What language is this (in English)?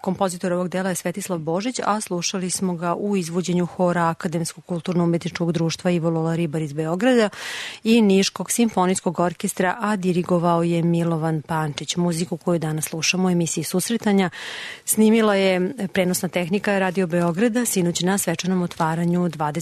Serbian